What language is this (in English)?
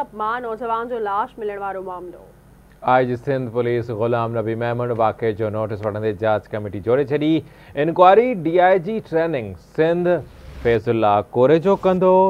Sindhi